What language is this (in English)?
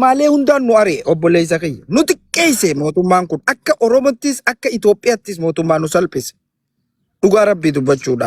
Oromo